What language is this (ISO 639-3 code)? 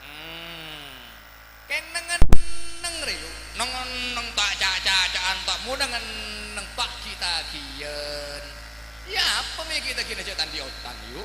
mad